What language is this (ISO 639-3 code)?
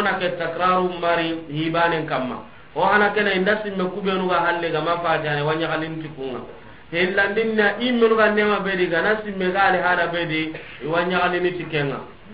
snk